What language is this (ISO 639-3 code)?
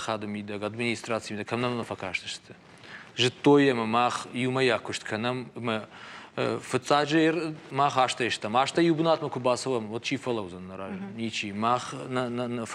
oss